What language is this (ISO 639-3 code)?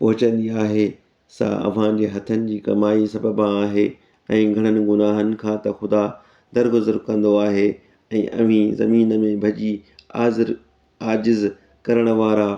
snd